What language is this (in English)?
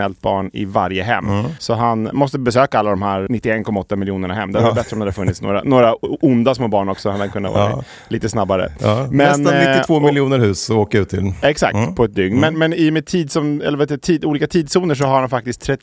Swedish